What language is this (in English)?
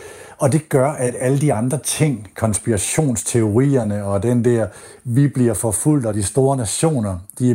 Danish